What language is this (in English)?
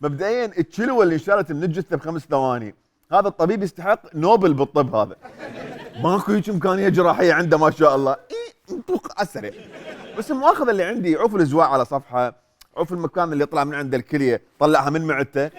Mesopotamian Arabic